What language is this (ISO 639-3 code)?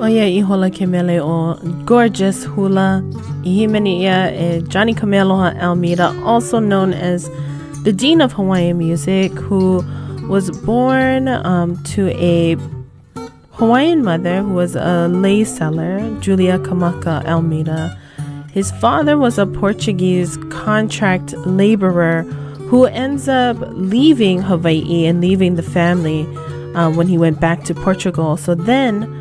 haw